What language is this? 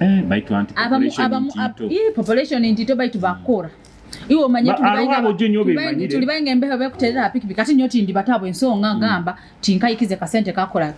Nyoro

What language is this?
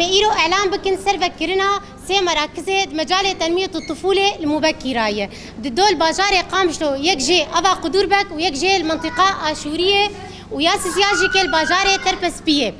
Kurdish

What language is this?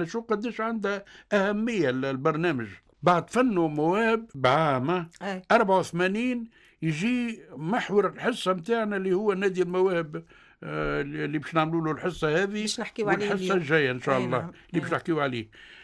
Tunisian Arabic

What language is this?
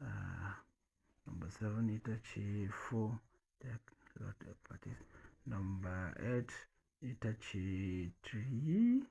Hausa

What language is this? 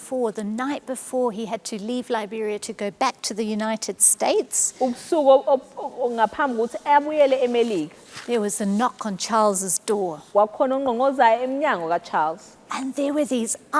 Zulu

